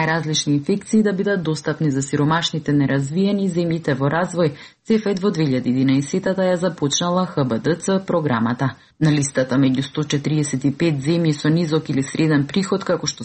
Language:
Macedonian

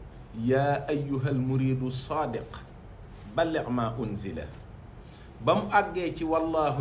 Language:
Wolof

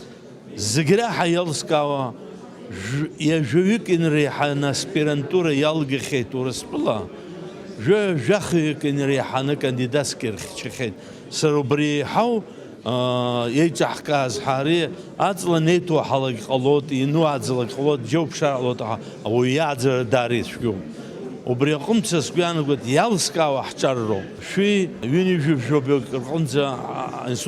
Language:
Abkhazian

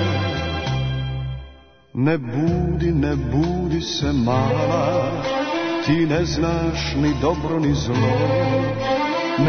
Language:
Serbian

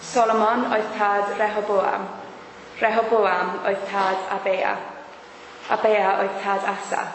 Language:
Welsh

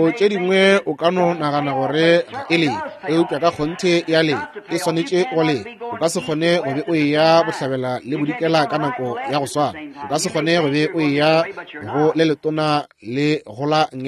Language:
Northern Sotho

